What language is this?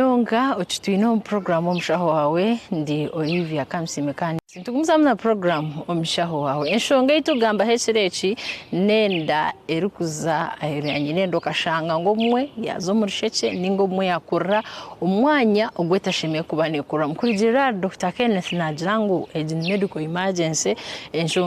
Nyankole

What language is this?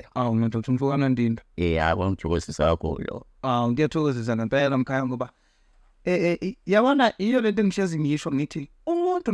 Zulu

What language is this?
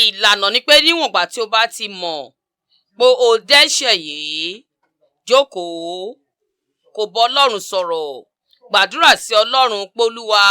Yoruba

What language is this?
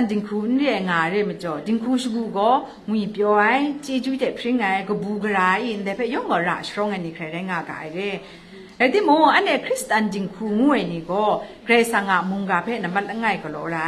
Kachin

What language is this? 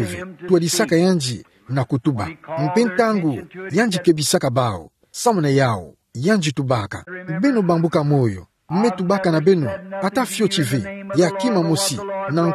Kituba (Democratic Republic of Congo)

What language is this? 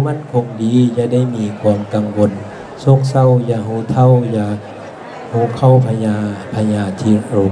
Lao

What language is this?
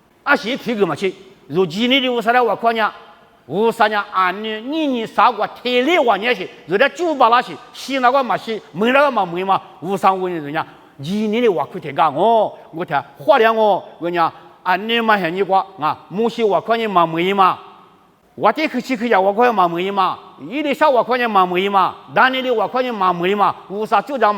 Lisu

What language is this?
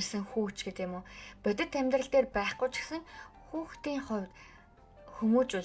Mongolian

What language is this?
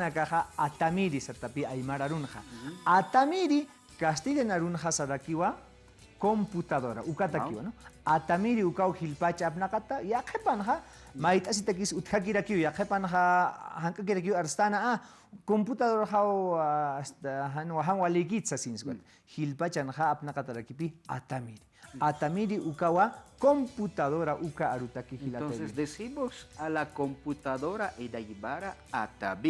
Aymara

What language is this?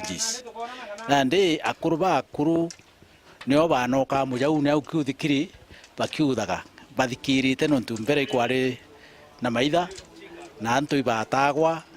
Meru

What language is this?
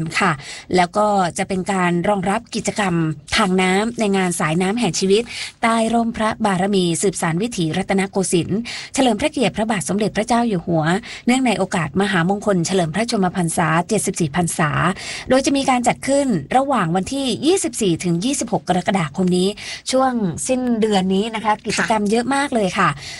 Thai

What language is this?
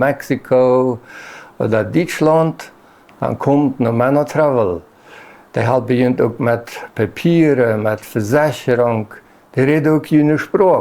Plautdietsch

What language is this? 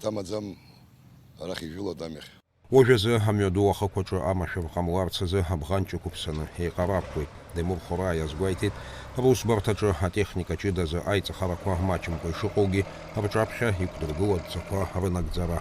Abkhazian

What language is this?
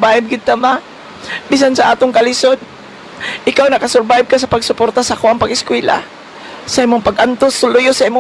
Cebuano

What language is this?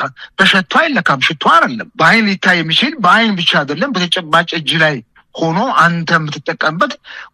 Amharic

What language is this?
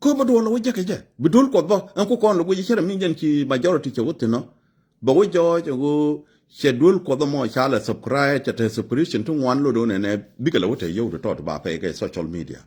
Nuer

